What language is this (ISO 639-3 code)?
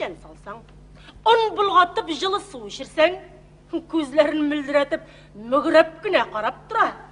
tat